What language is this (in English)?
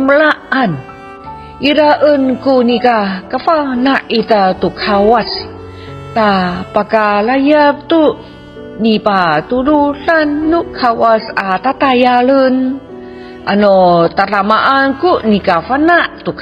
Amis